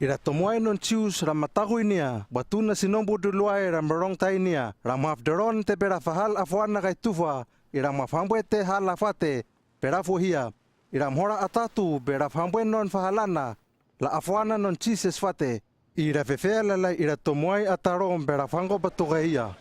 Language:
Hano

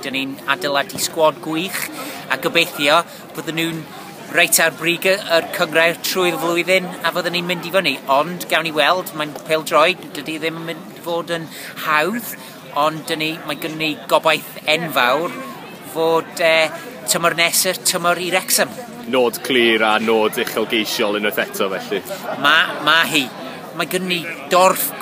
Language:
Welsh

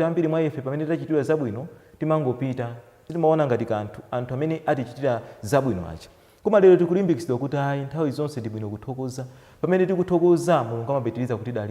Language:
Nyanja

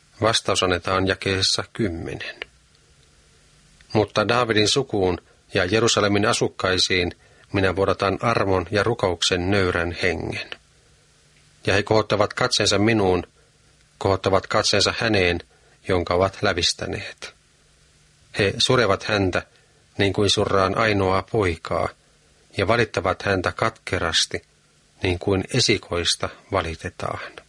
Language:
Finnish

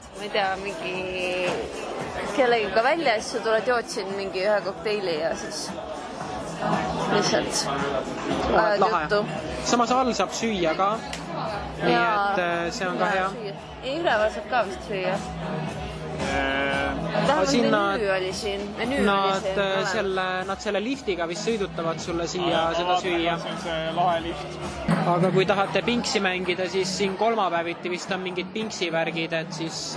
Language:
Estonian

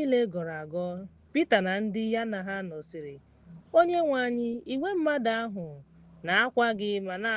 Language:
Igbo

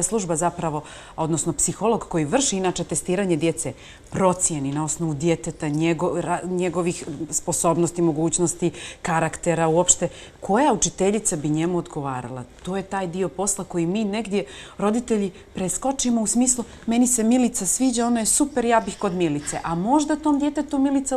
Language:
Bosnian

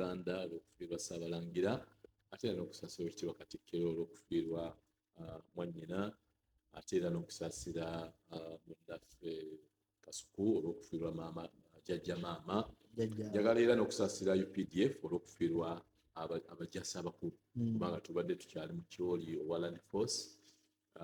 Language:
Ganda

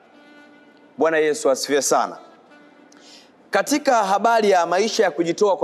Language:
Swahili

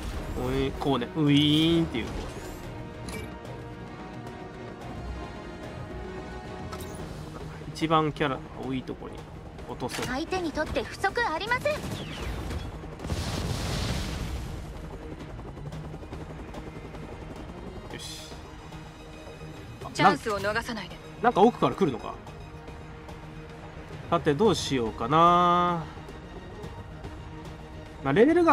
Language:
Japanese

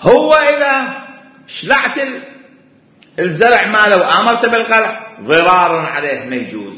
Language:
Mesopotamian Arabic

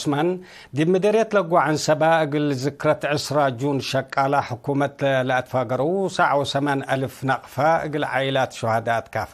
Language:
Tigre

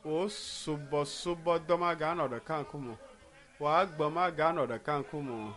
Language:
Ewe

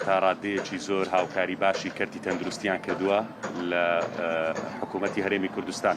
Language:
Central Kurdish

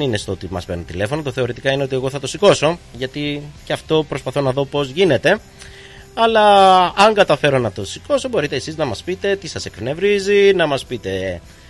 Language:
Greek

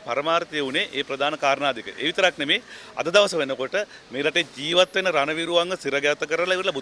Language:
Sinhala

